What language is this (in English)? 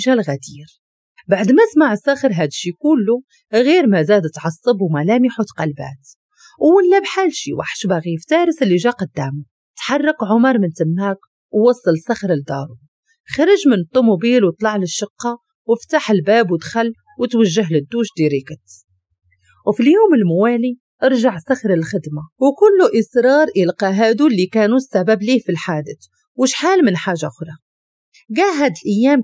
Moroccan Arabic